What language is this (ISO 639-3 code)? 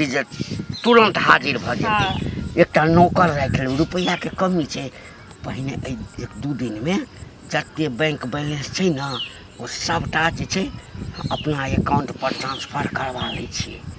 mai